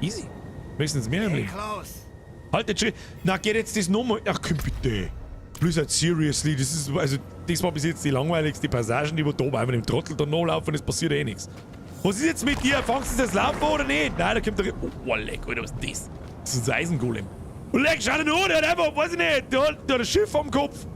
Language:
Bavarian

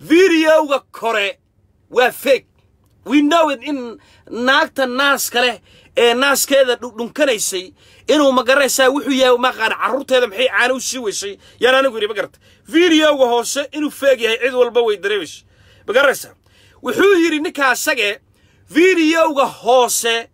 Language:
Somali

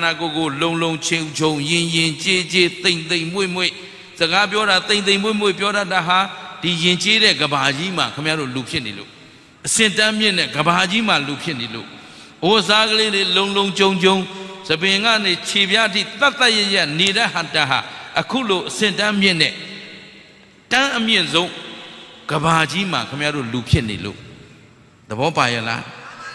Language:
Burmese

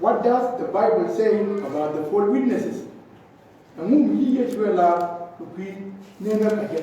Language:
Nuer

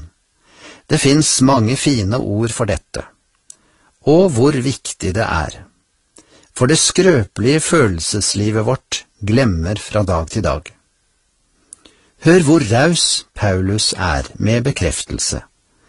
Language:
Norwegian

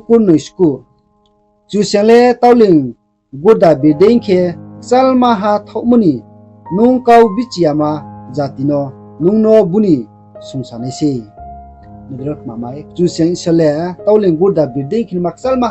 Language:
Riang (India)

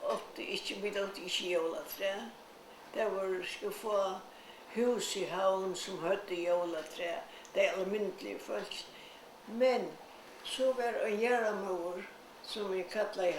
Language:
Faroese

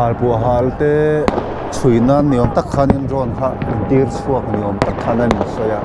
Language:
Mizo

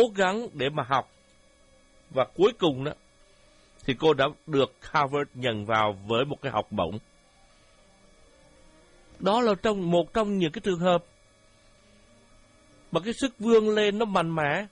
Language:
Vietnamese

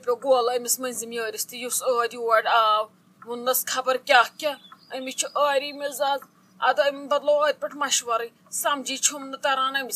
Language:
Kashmiri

